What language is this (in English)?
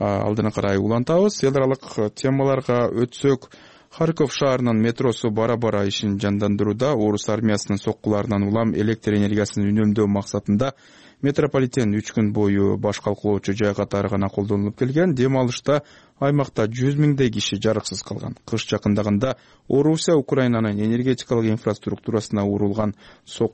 Kyrgyz